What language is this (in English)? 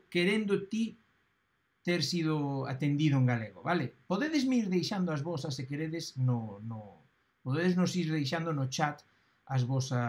Galician